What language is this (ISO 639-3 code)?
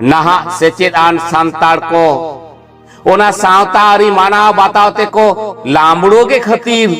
sat